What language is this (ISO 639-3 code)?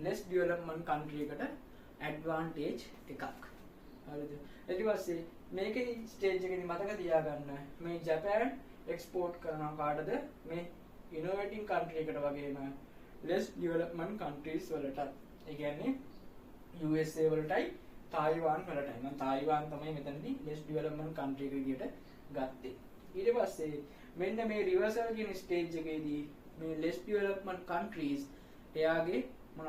sin